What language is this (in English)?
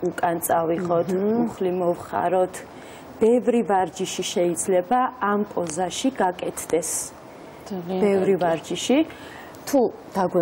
Georgian